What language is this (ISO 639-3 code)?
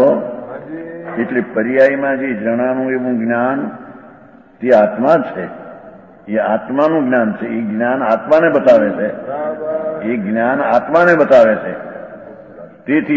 guj